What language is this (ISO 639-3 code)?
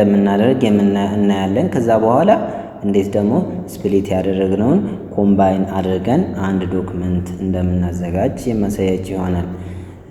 amh